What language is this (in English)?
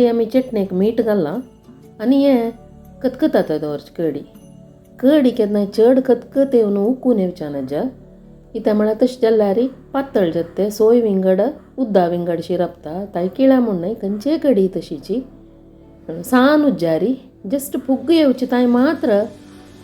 Konkani